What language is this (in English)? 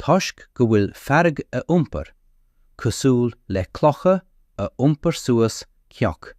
Irish